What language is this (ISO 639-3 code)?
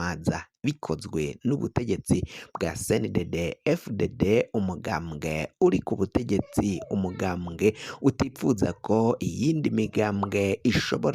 run